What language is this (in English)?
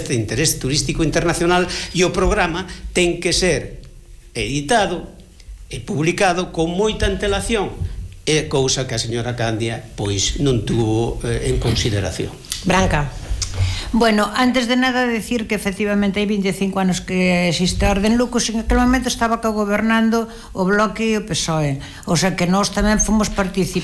Galician